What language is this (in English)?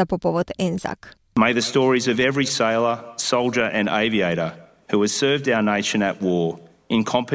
Macedonian